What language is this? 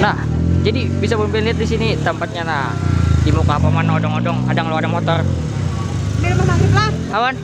Banjar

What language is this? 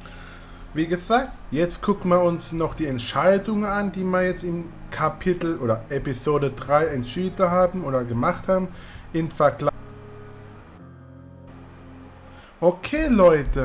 German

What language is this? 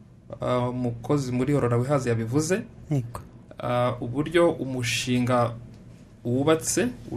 Kinyarwanda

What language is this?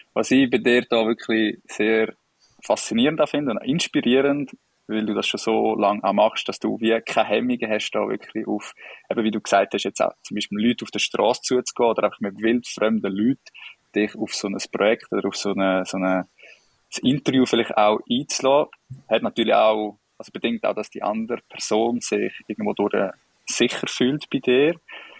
Swiss German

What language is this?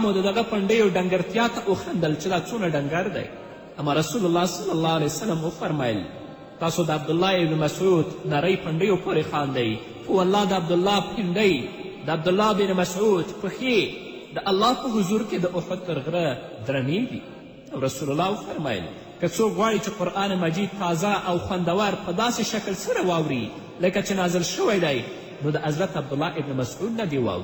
Pashto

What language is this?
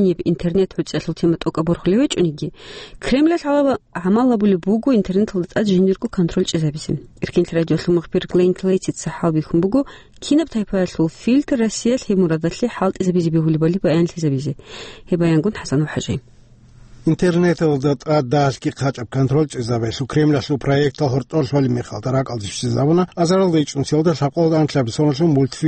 Avaric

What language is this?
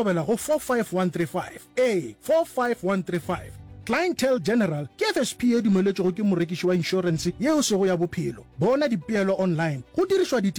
Northern Sotho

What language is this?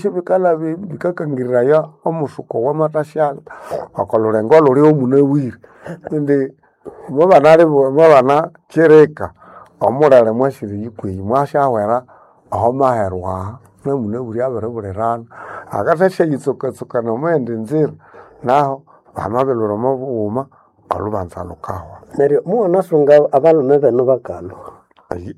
Nande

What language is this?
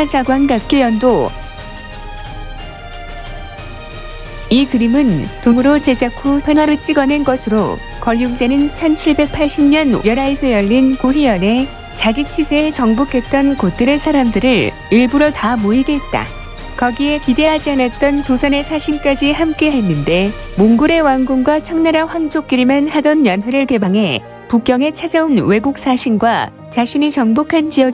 Korean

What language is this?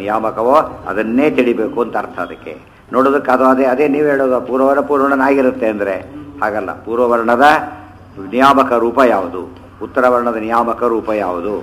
Kannada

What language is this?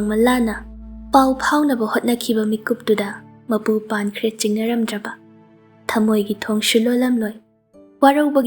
Manipuri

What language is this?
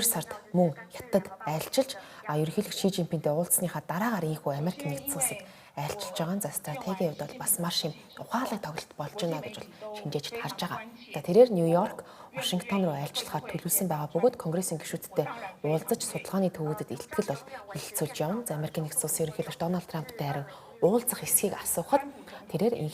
Mongolian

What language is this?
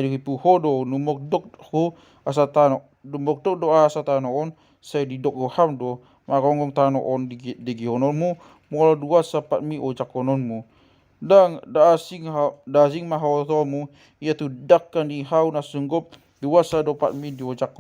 Batak Toba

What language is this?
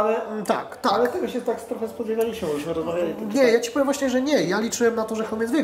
Polish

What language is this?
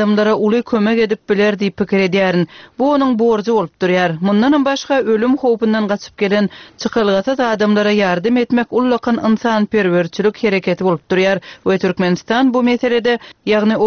Turkmen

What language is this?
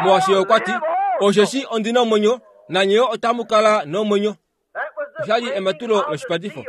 Kuanyama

